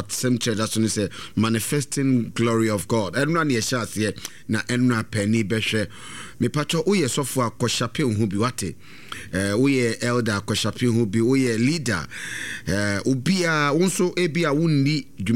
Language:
Akan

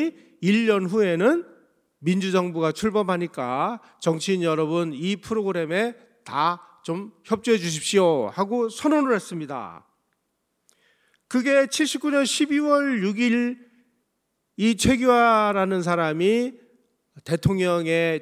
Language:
Korean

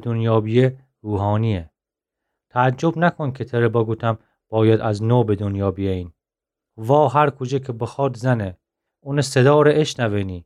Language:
Gilaki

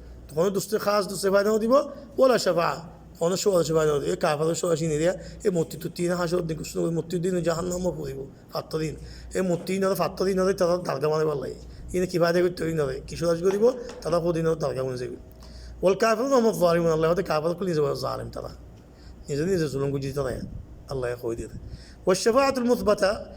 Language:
Rohingya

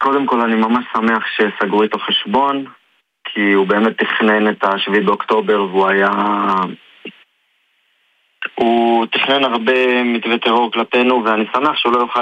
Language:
Hebrew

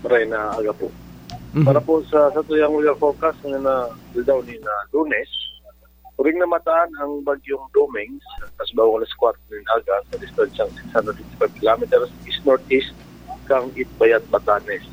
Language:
Bikol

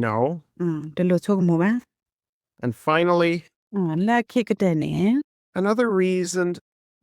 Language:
S'gaw Karen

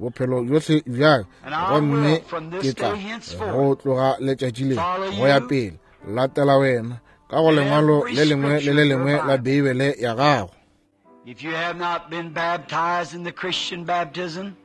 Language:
Northern Sotho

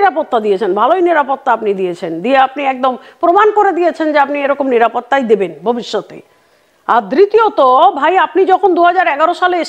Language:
Bangla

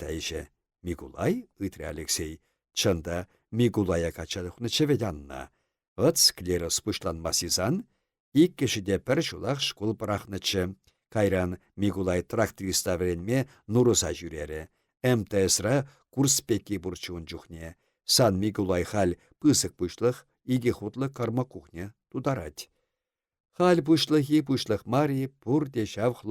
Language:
Chuvash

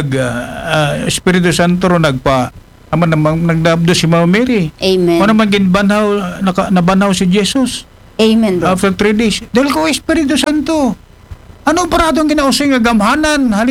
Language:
Aklanon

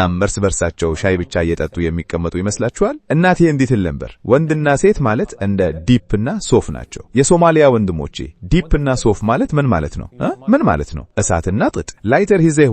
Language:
Amharic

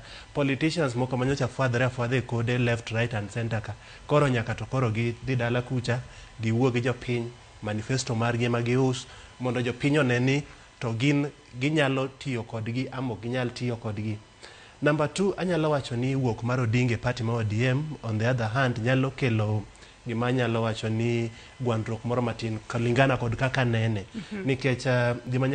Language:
Luo (Kenya and Tanzania)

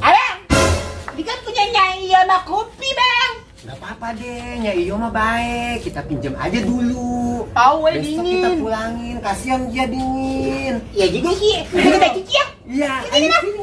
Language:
Betawi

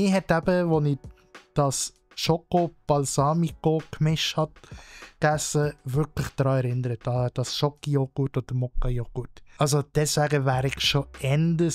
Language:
Swiss German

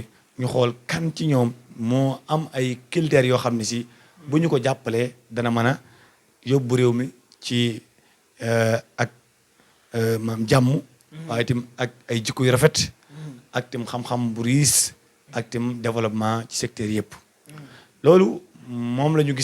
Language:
Wolof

